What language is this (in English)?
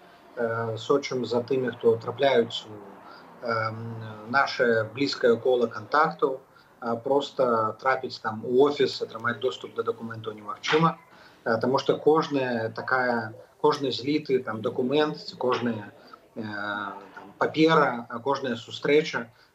Belarusian